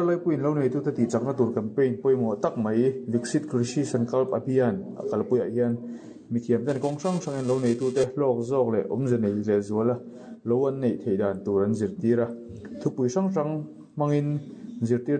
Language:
Mizo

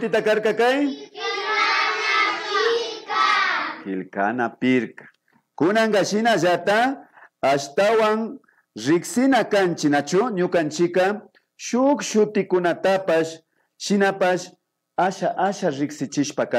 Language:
Imbabura Highland Quichua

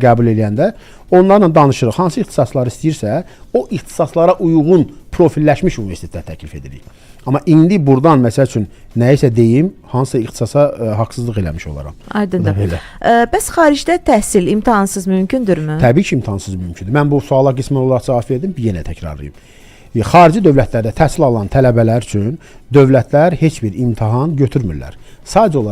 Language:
Azerbaijani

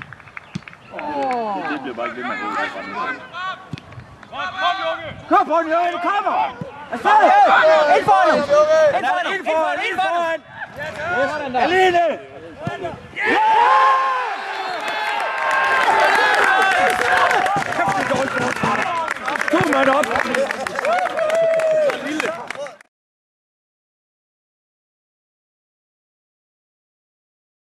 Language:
Danish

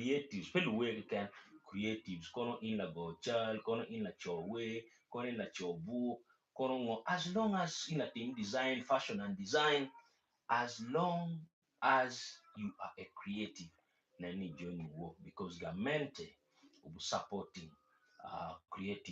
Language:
Acoli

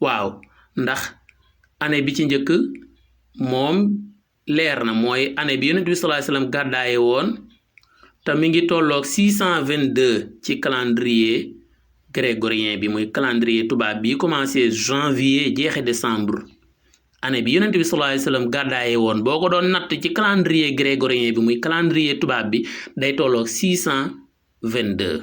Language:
Wolof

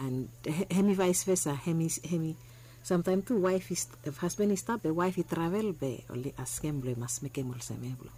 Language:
Bislama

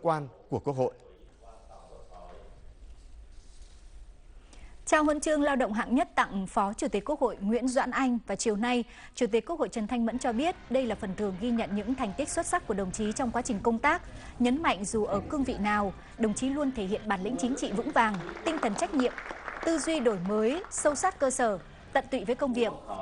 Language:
Vietnamese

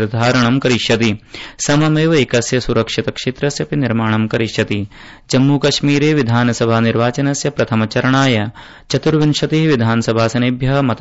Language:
Sanskrit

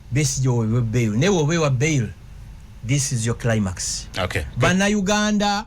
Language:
Ganda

